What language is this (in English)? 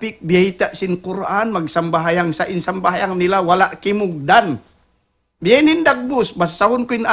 Tausug